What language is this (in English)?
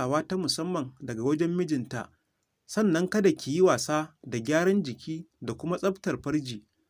Hausa